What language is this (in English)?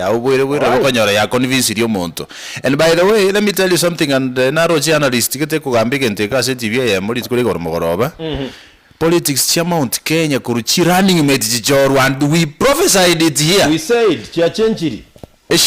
Gusii